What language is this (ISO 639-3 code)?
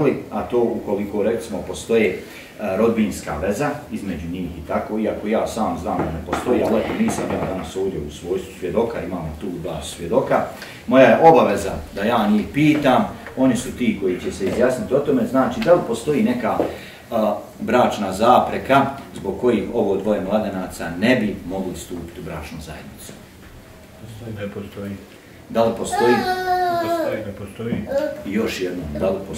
bos